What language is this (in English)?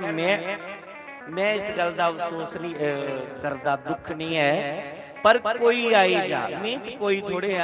Dogri